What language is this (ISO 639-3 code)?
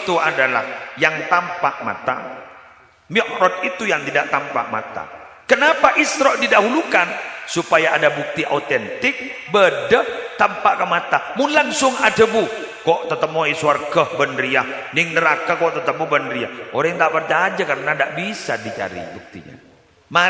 mad